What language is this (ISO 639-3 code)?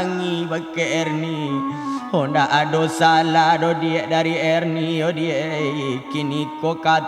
min